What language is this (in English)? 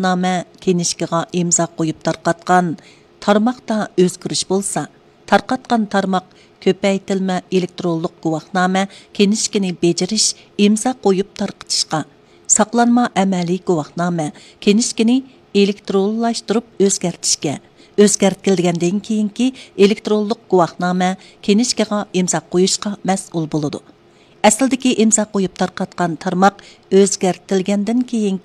Uyghur